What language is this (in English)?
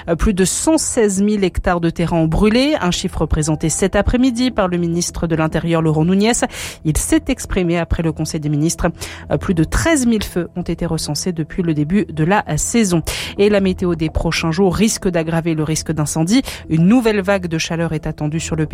French